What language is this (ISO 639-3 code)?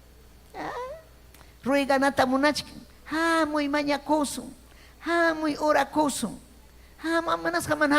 quy